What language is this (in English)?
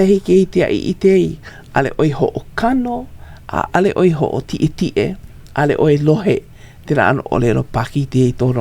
Hawaiian